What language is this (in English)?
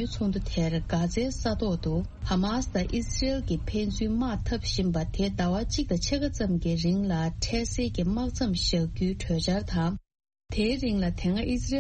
Tibetan